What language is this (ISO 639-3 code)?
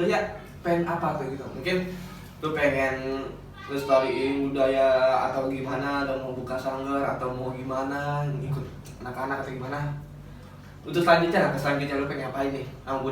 bew